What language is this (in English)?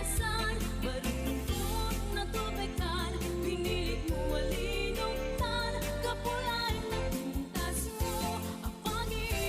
Iloko